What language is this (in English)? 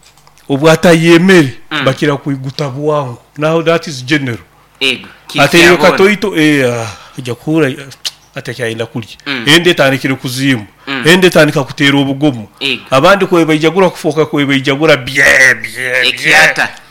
Nyoro